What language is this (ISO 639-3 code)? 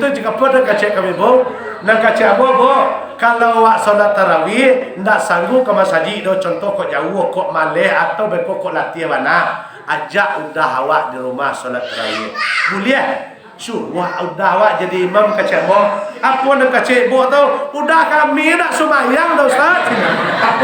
min